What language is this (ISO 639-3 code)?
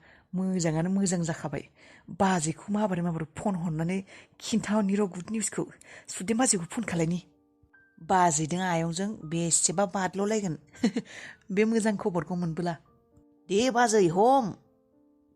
brx